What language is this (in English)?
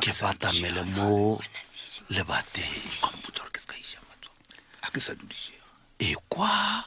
Northern Sotho